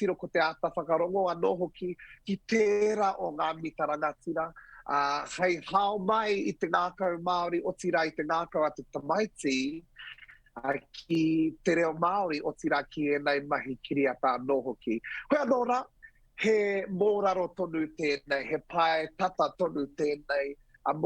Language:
Māori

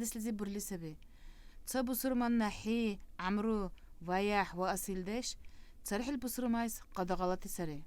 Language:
Dargwa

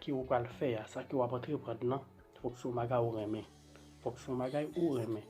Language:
Haitian Creole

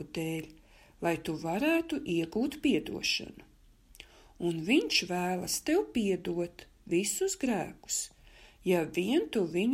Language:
Latvian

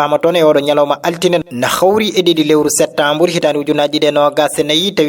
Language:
Fula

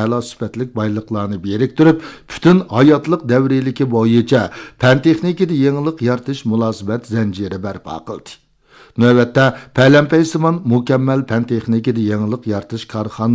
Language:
Uyghur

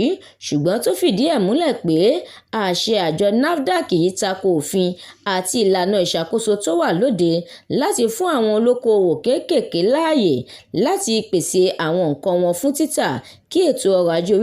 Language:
Yoruba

